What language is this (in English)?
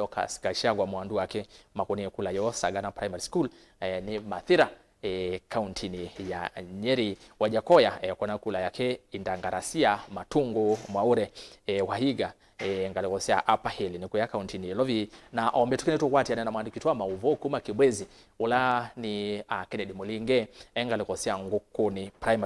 Kamba